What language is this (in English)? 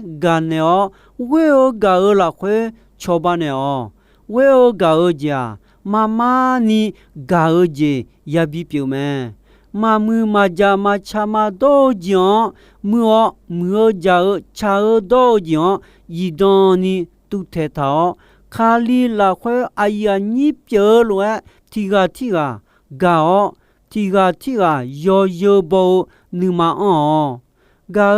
Akha